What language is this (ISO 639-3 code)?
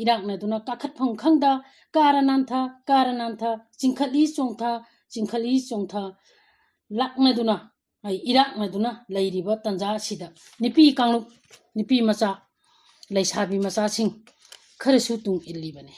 mni